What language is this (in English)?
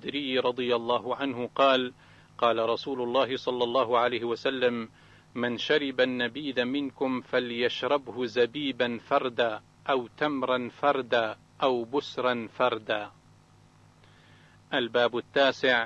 Arabic